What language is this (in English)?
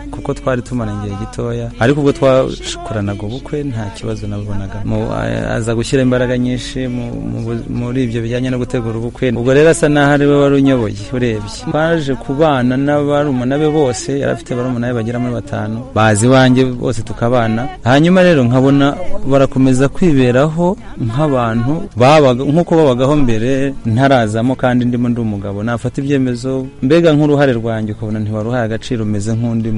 Kinyarwanda